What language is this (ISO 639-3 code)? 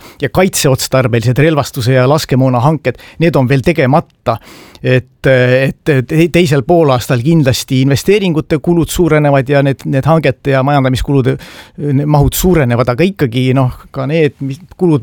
est